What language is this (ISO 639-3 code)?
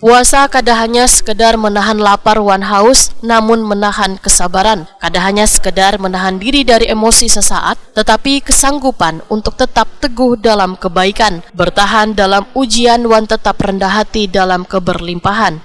bjn